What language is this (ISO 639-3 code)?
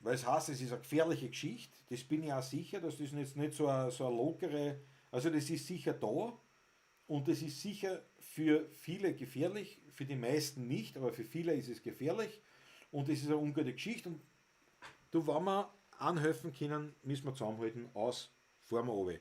bar